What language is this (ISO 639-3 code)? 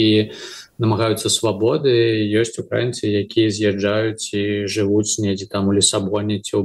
bel